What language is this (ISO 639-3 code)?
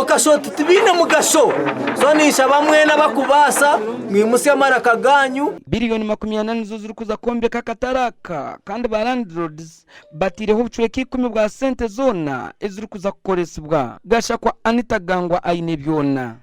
nyn